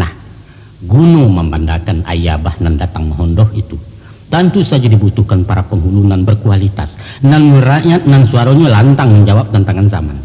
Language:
Minangkabau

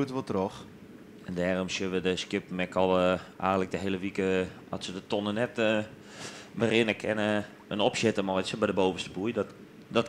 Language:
Western Frisian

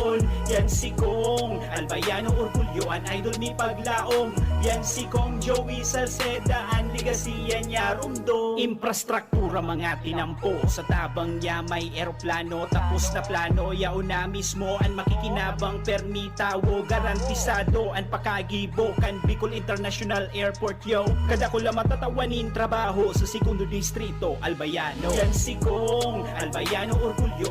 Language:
Bikol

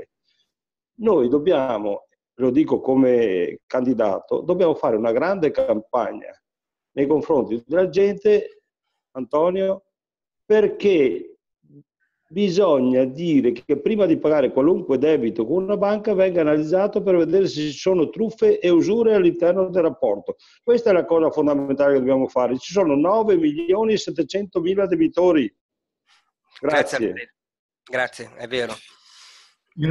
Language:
Italian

